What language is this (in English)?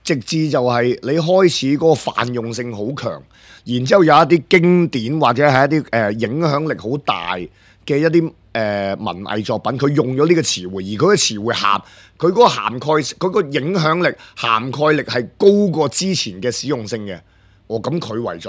Cantonese